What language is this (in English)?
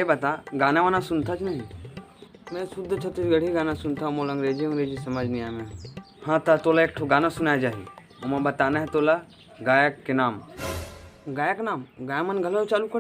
Chhattisgarhi